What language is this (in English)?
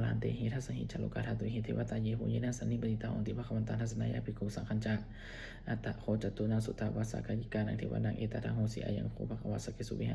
Pali